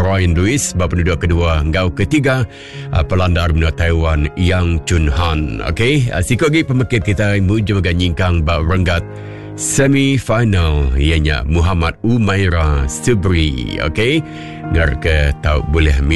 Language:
Iban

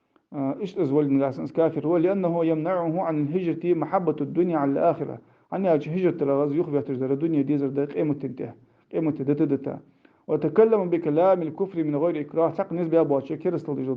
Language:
Ingush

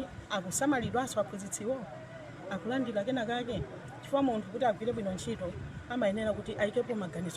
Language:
Nyanja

